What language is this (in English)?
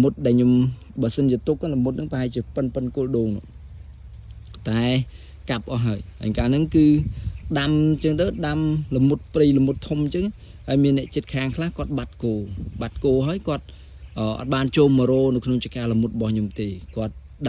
Khmer